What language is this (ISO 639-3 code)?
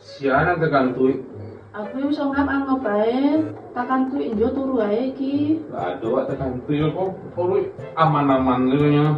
min